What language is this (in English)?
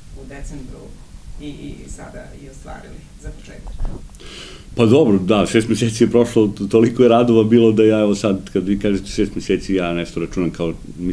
Serbian